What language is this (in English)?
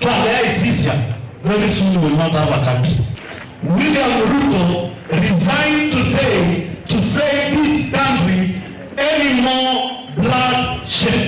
Kamba